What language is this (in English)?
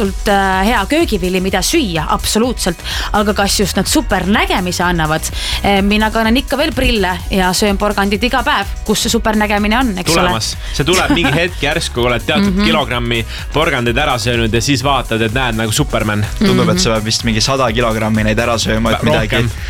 Estonian